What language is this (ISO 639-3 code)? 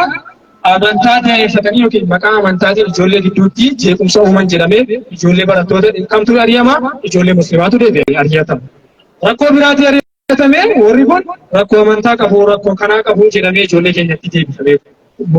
orm